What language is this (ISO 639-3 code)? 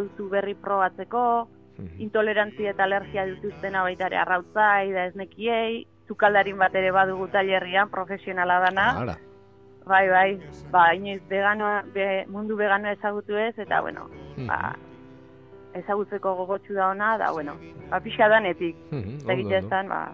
eus